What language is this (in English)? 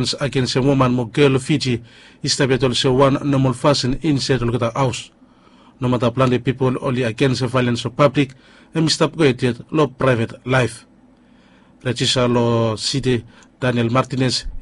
Bislama